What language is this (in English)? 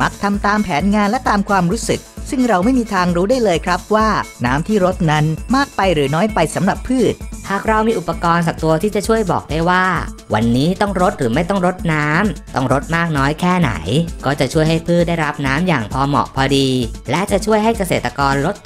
Thai